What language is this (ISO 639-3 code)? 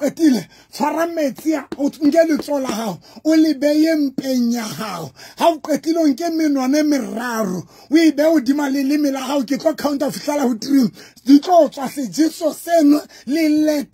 sot